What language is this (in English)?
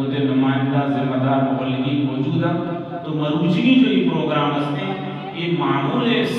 Eastern Balochi